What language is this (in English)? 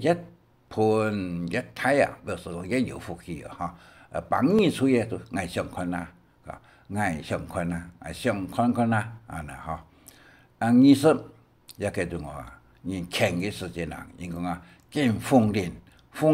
Hakka Chinese